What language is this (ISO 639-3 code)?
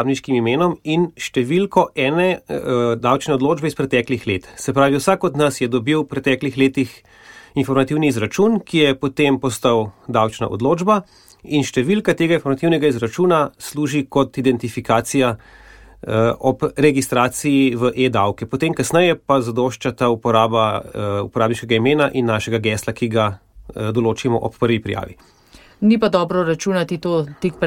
slv